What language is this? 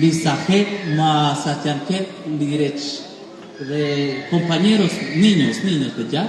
Kekchí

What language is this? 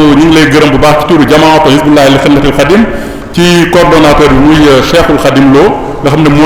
Wolof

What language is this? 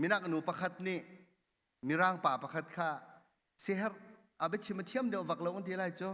Hakha Chin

